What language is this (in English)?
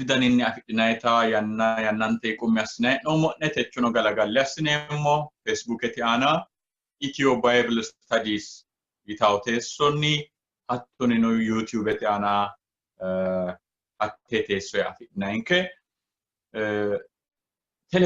Sidamo